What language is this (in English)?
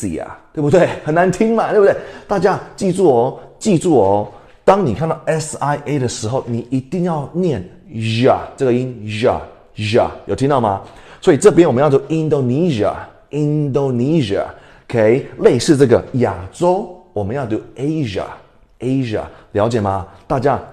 Chinese